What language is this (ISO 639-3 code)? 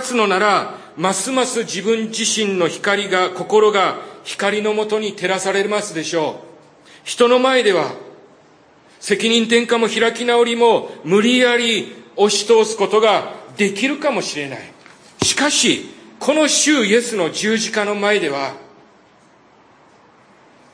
jpn